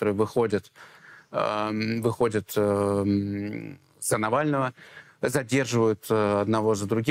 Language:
Russian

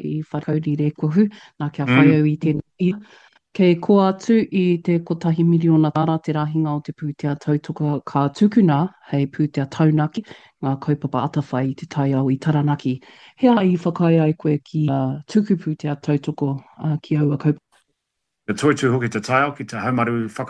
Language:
Māori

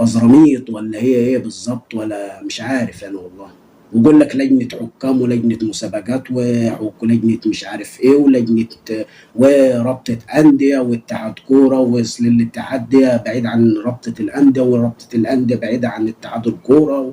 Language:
Egyptian Arabic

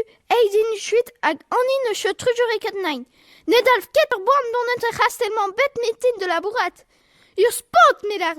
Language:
Breton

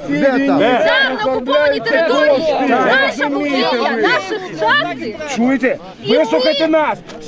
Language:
Ukrainian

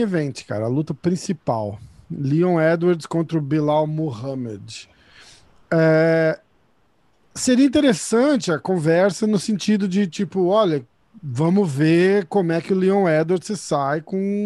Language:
Portuguese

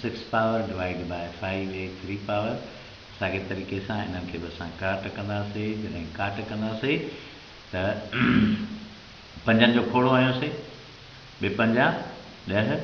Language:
Sindhi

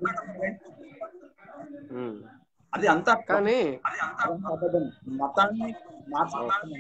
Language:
Telugu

